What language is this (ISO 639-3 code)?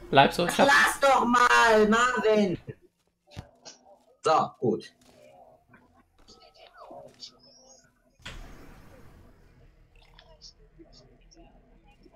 deu